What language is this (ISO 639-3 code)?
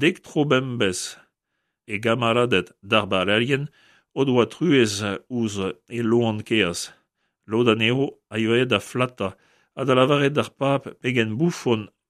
bre